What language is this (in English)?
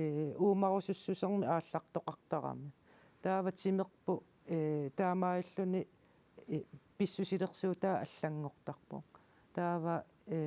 Kalaallisut